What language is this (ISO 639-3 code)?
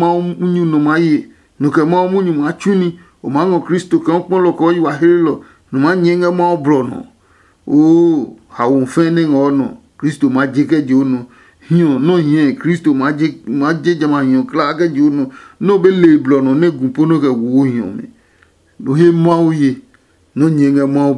ada